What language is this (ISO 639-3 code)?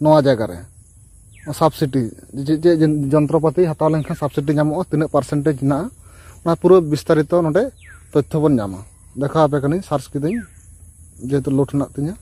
sat